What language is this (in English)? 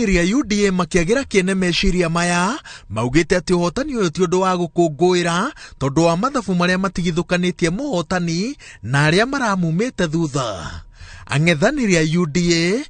Kikuyu